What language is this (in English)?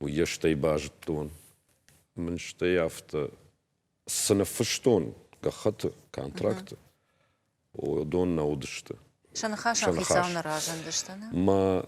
Ossetic